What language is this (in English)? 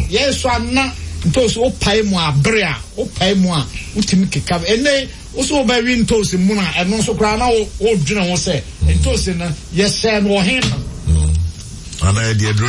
Akan